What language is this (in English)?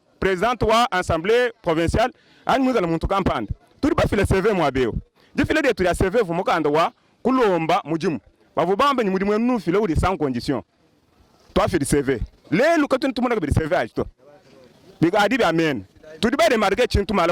Luba-Lulua